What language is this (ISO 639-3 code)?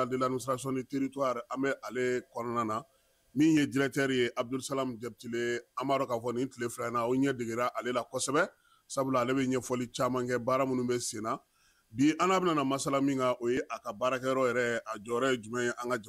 bam